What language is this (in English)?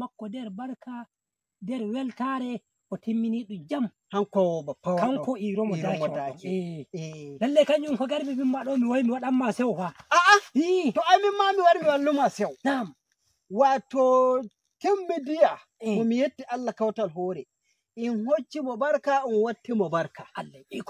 Nigerian Fulfulde